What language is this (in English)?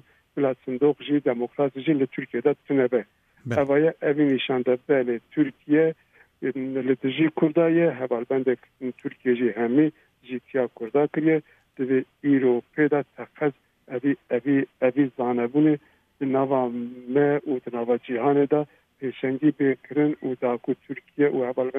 Kurdish